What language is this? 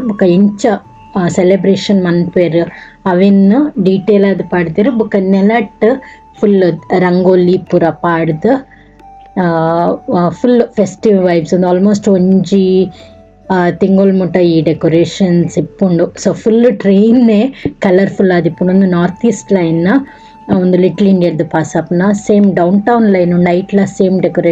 Tulu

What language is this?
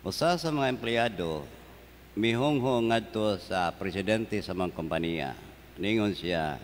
Cebuano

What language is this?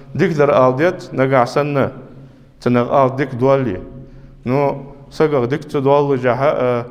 Ingush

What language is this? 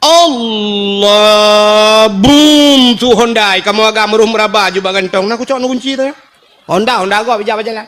Achinese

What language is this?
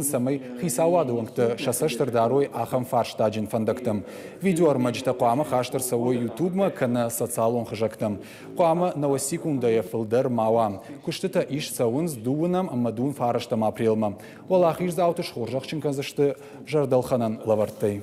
Ossetic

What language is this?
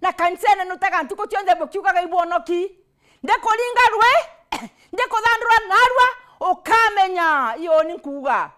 Meru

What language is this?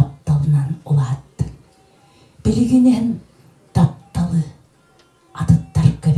Yakut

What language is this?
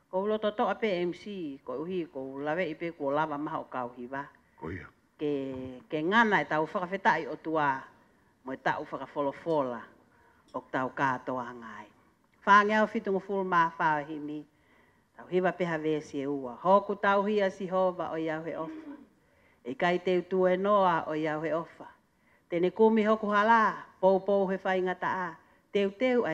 Tongan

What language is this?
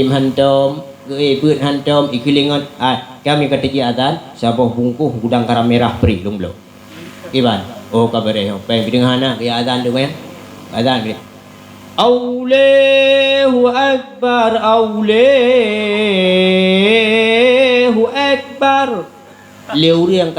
Achinese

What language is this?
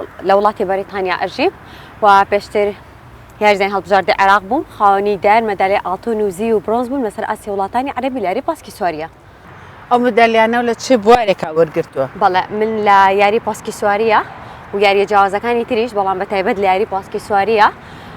Central Kurdish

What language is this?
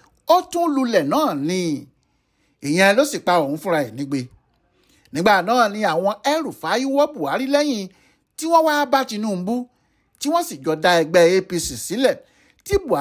Yoruba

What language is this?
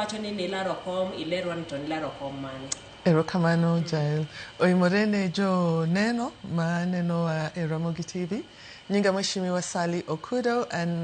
Luo (Kenya and Tanzania)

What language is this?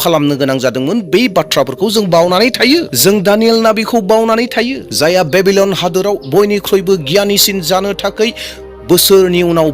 Bodo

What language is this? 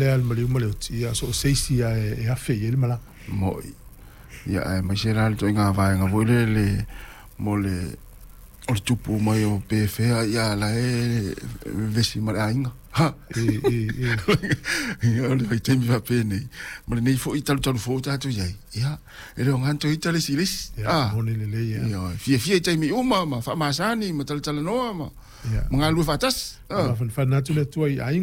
Samoan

